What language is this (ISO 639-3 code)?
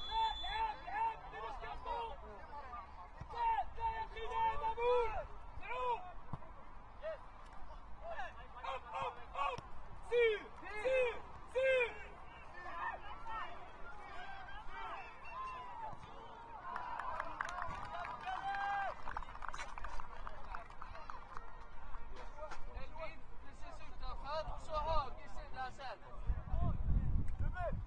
swe